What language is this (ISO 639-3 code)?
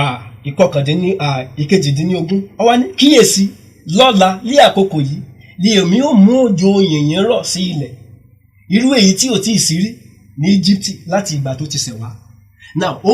yor